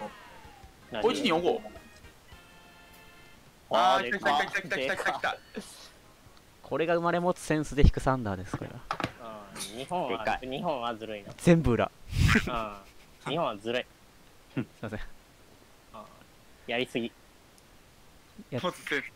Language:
Japanese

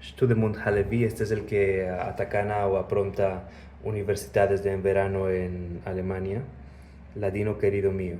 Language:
Ladino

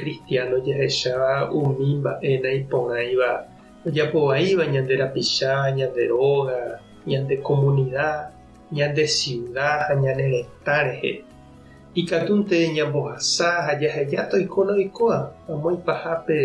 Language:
Guarani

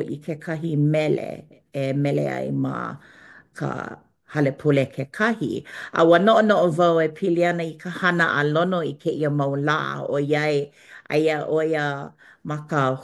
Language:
Hawaiian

